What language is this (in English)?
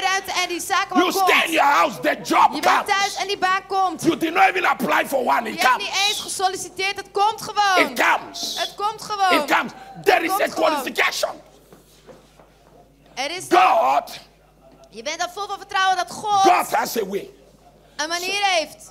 Dutch